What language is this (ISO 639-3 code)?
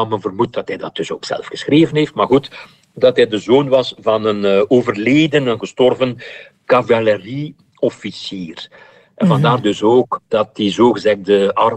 nld